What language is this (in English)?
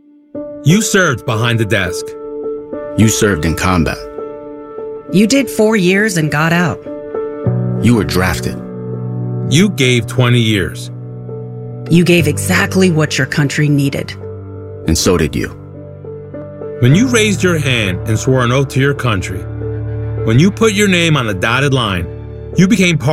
English